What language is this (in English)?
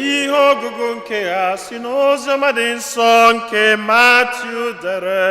Igbo